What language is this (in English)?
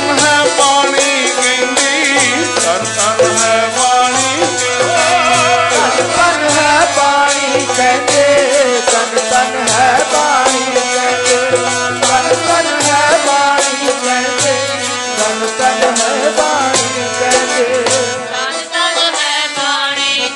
Punjabi